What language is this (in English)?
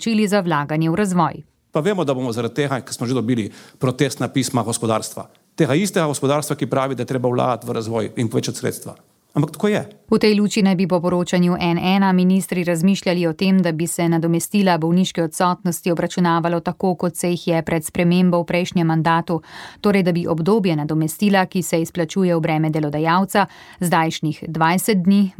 Slovenian